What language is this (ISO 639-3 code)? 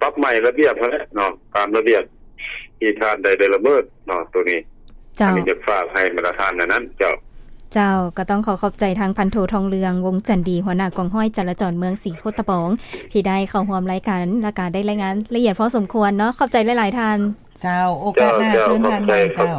lao